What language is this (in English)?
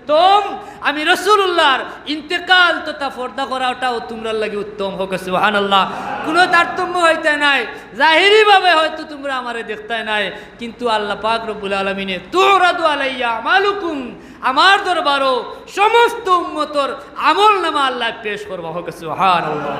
Sylheti